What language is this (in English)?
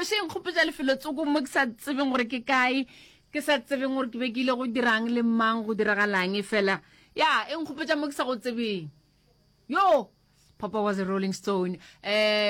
Northern Sotho